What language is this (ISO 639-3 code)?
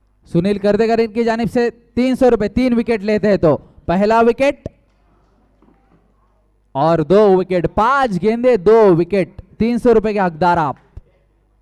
hin